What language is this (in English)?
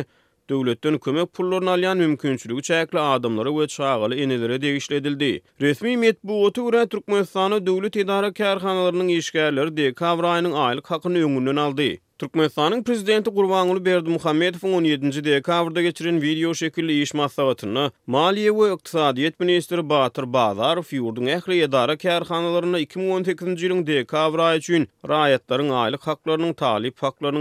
Turkmen